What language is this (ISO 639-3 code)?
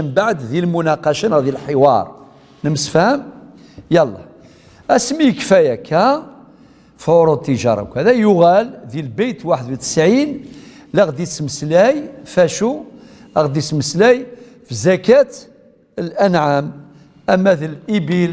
kab